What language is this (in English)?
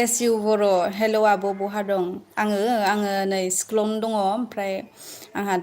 Bodo